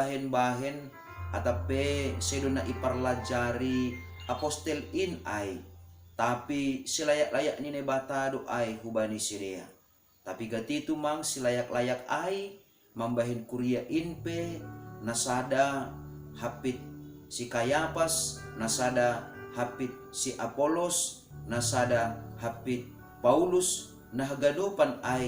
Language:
Batak Simalungun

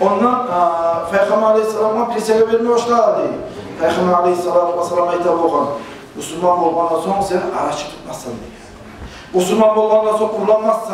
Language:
Kumyk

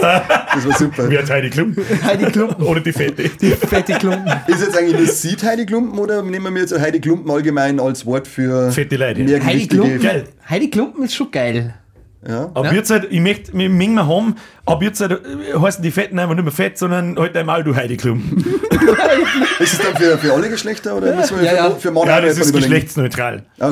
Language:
Bavarian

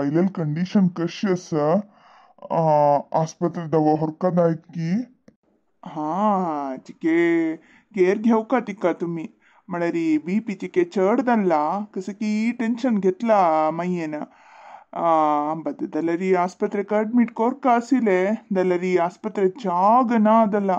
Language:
Konkani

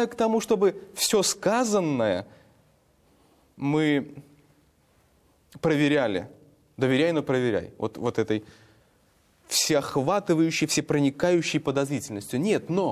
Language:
Russian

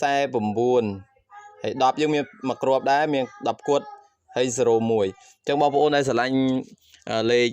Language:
Khmer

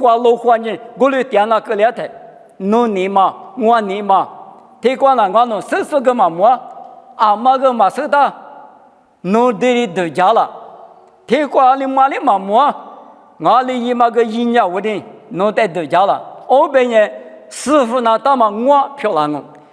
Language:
Lisu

